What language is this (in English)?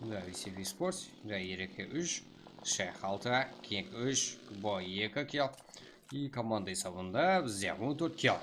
Kara-Kalpak